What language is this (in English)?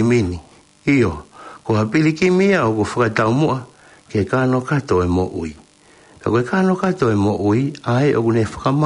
Tongan